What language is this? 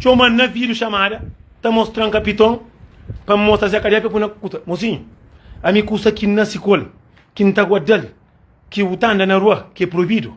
Kabuverdianu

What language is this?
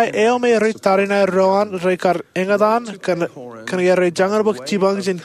Marshallese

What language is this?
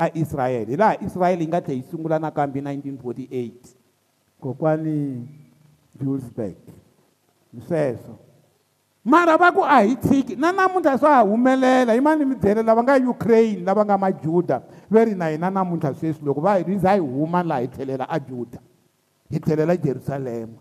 Tsonga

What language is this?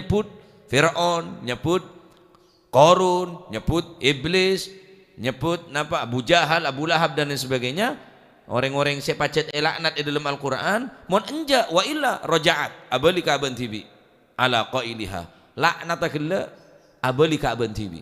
Madurese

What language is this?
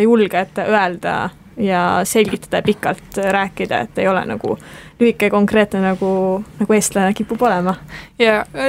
Estonian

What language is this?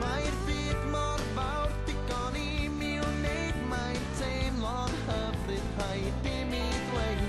Welsh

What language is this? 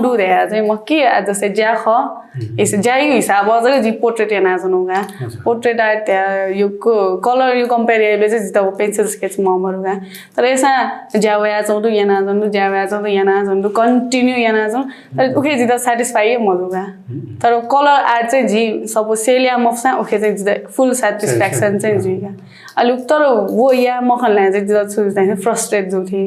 Newari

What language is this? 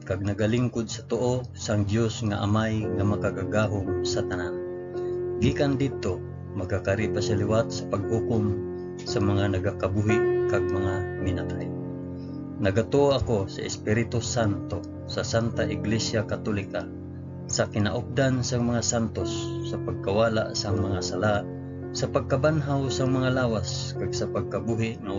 Hiligaynon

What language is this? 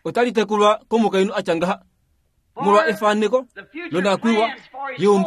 Kuanyama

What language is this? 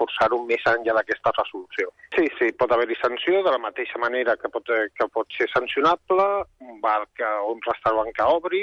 Catalan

